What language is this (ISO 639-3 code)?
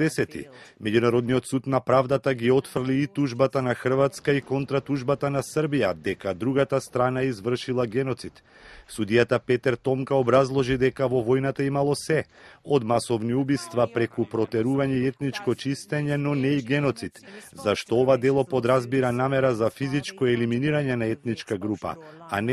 mkd